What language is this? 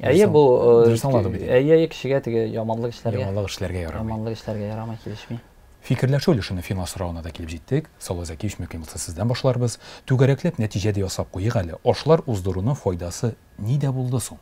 Tatar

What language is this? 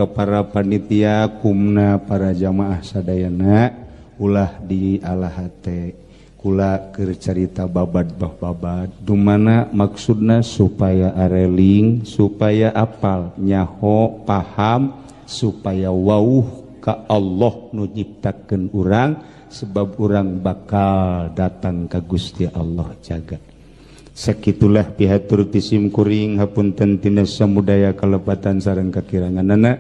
Sundanese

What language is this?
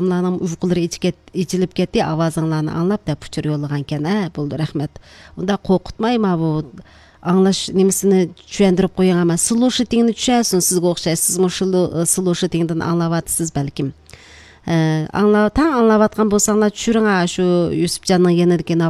Uyghur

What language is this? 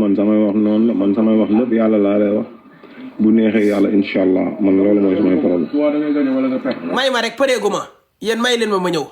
Wolof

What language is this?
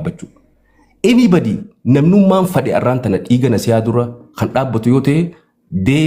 Oromo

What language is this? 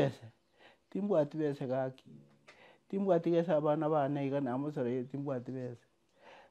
Gusii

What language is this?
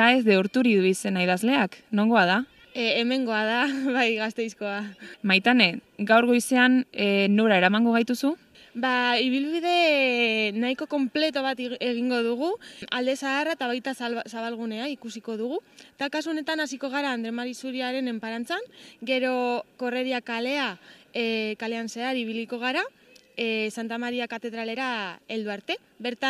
Basque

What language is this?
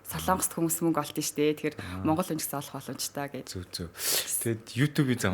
Mongolian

